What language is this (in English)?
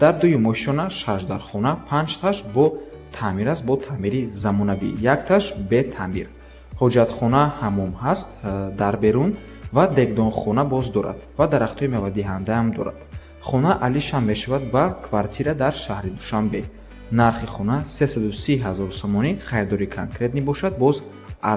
Tajik